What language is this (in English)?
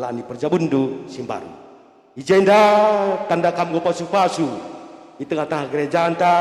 Batak Karo